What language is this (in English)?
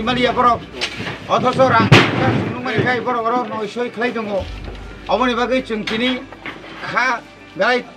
Kok Borok